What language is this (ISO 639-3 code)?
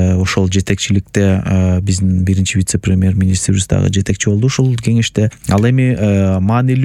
kir